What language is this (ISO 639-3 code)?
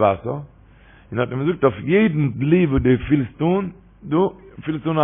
yid